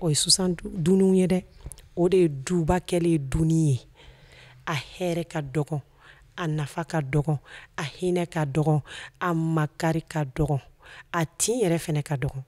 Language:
Bambara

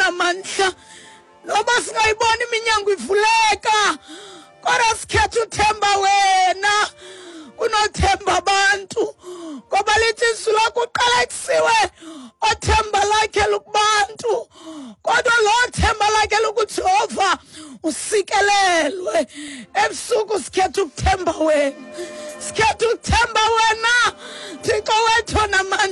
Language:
Xhosa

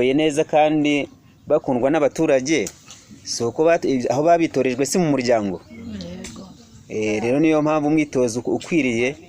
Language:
Kinyarwanda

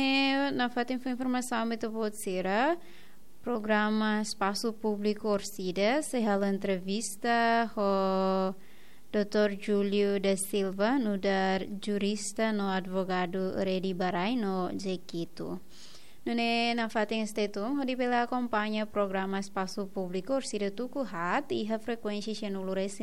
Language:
Tetum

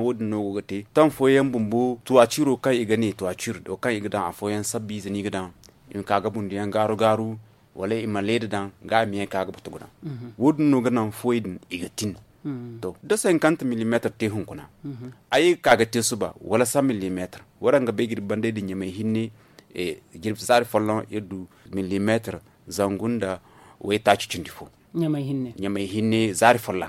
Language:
Zarma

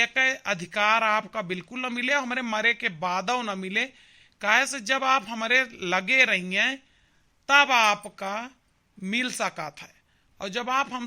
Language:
Awadhi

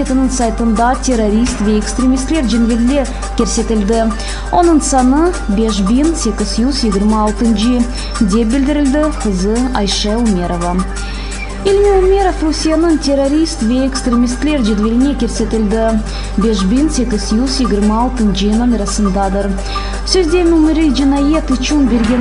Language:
Crimean Tatar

